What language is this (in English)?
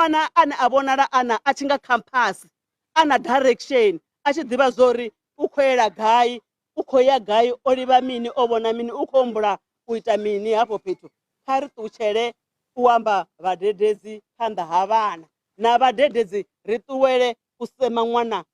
Venda